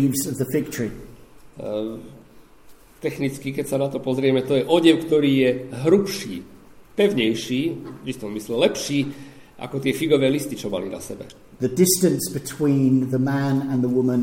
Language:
Slovak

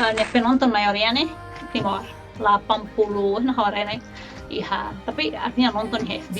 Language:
Tetum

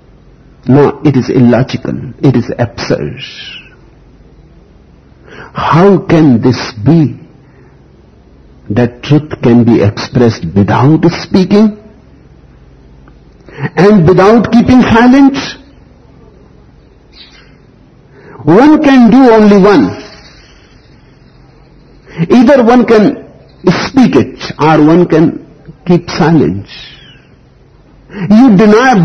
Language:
English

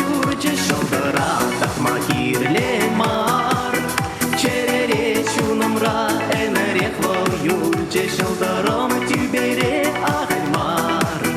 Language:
Chuvash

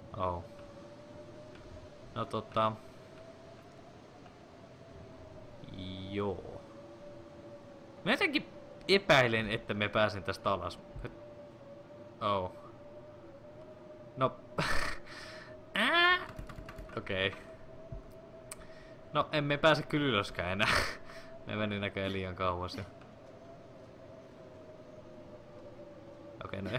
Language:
Finnish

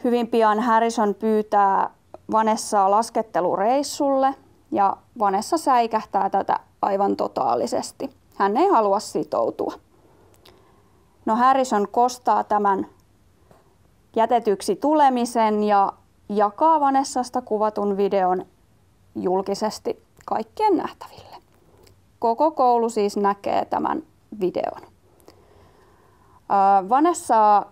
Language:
Finnish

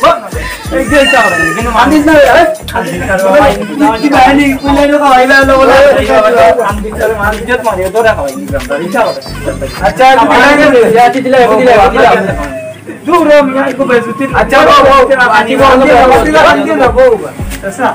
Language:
Sylheti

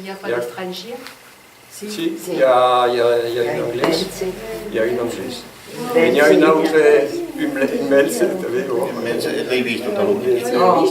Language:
Occitan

